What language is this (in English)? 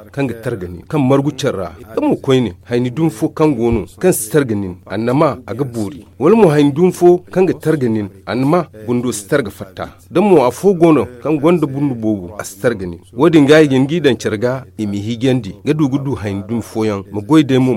Zarma